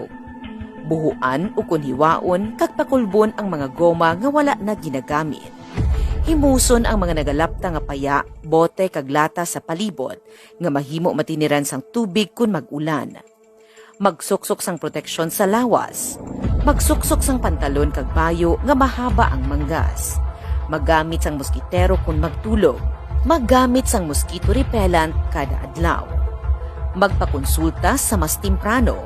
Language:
Hiligaynon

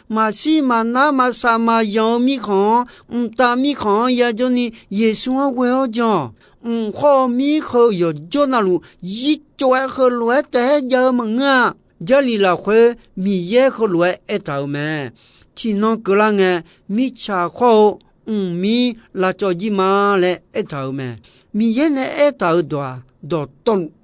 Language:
Akha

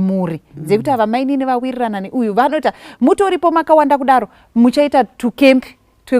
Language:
Shona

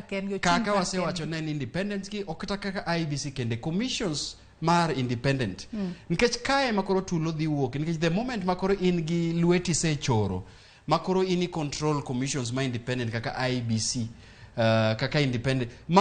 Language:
Luo (Kenya and Tanzania)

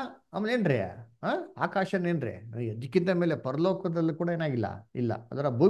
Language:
Kannada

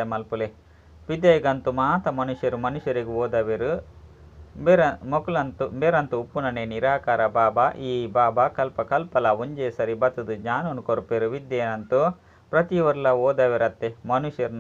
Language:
Tulu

